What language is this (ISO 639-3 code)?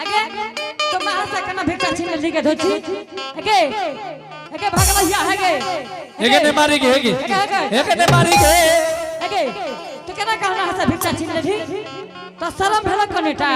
anp